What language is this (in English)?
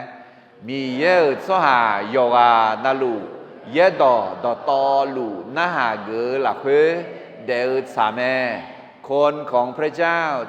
Akha